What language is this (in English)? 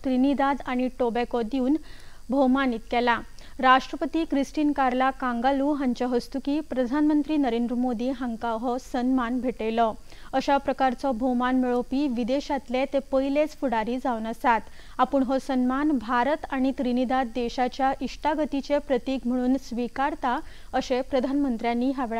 Konkani